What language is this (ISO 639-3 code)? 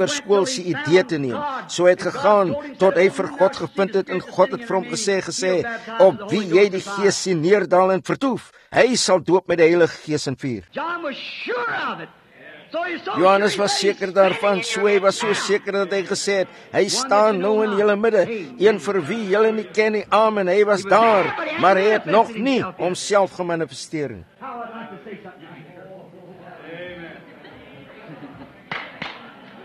afr